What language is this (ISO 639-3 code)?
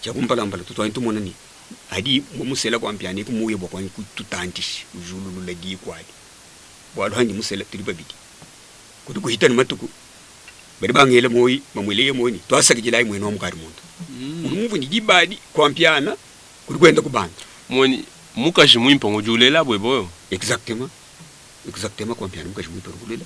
lua